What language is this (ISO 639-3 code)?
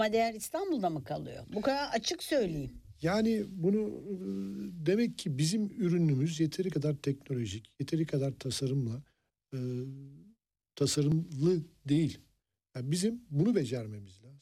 tur